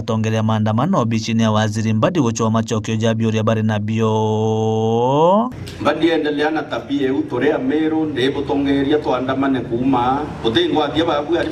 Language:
Meru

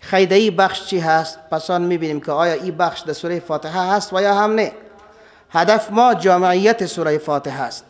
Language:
Persian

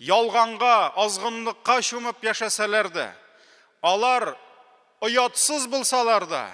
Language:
Tatar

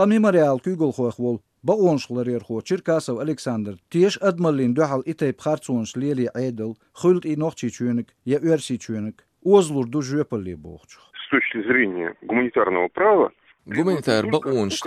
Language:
Chechen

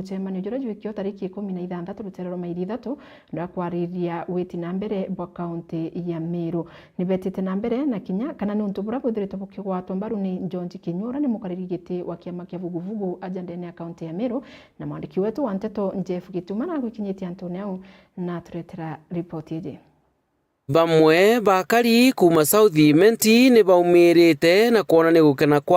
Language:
Meru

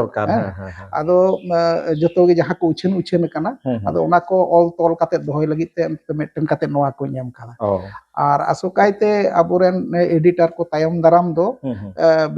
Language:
Santali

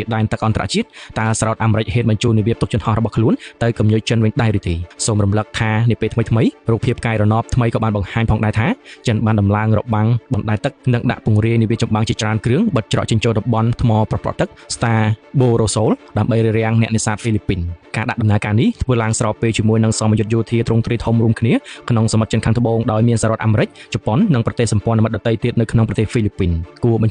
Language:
Khmer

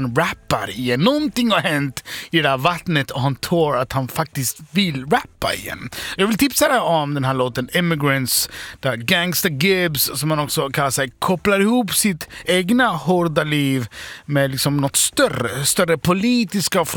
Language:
Swedish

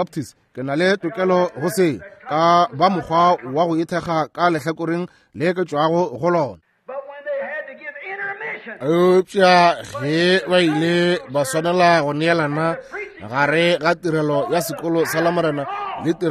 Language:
Northern Sotho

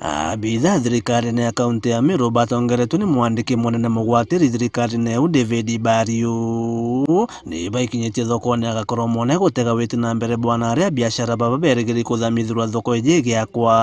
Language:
Meru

